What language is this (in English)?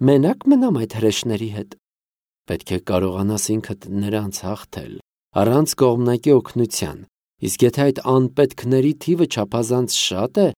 Armenian